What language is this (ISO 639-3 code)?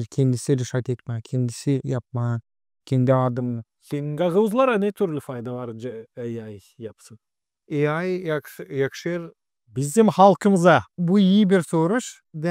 gag